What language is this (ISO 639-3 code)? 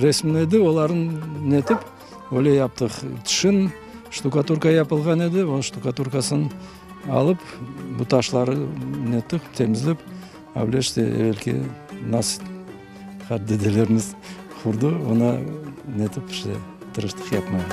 crh